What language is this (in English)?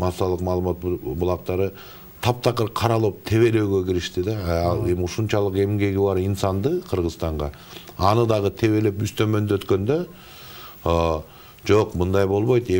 Kyrgyz